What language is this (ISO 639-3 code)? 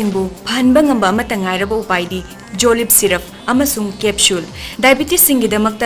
mni